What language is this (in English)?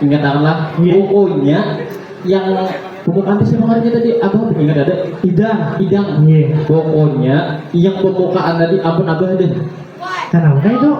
Banjar